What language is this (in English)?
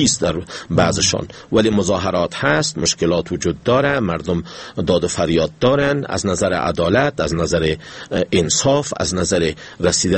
Persian